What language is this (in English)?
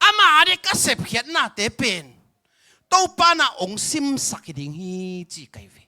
Tedim Chin